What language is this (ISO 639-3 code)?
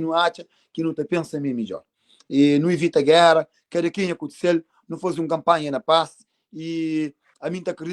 kea